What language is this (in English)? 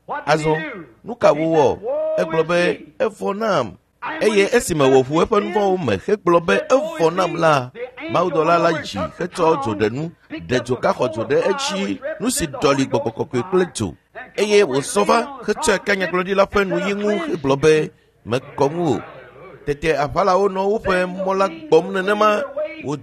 Ewe